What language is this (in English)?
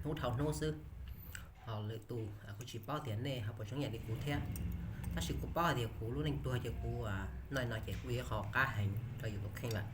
Hmong